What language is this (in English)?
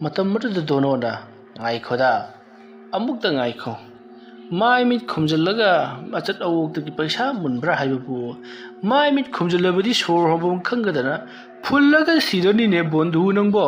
Manipuri